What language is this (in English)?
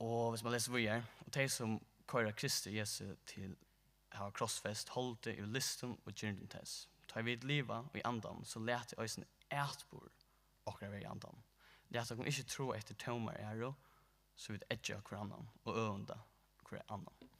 Faroese